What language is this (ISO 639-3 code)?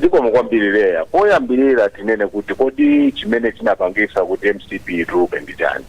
nya